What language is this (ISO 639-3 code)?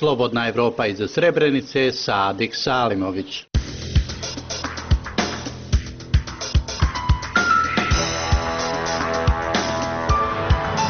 bos